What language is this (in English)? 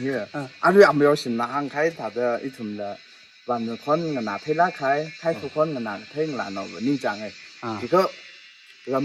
Tangkhul Naga (India)